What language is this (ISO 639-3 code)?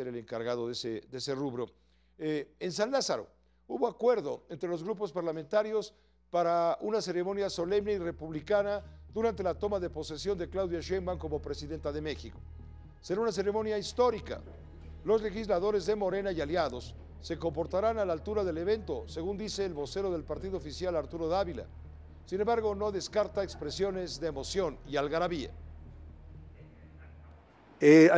spa